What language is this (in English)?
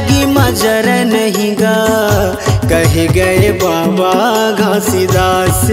Chhattisgarhi